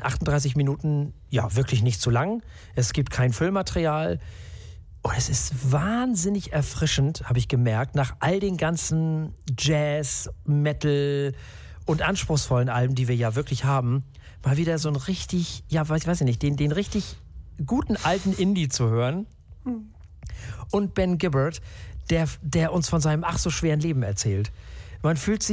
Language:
German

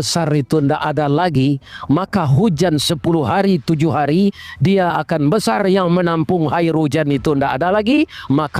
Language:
Minangkabau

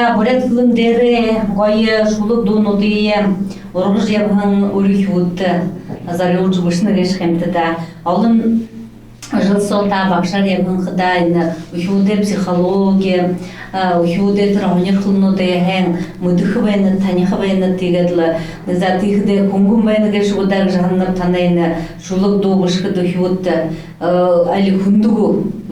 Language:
Buriat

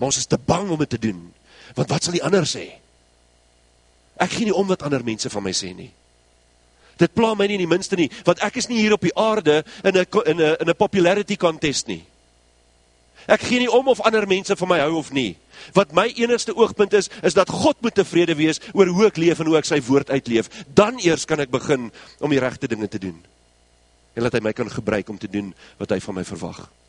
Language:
Afrikaans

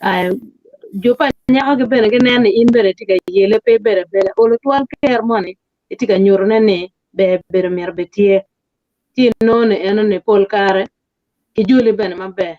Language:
Acoli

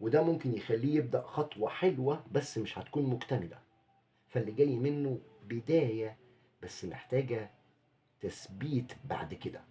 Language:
Egyptian Arabic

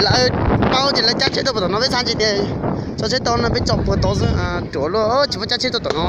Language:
Hmong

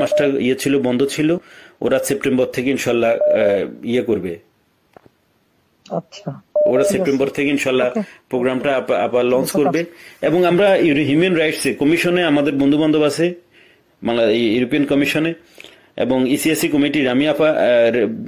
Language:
Bangla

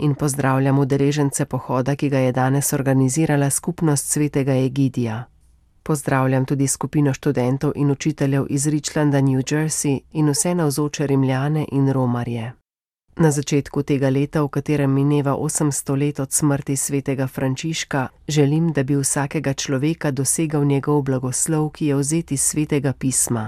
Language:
Slovenian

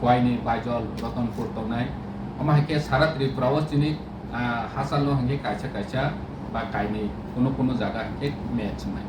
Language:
Kok Borok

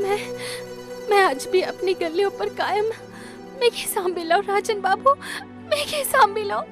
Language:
Dogri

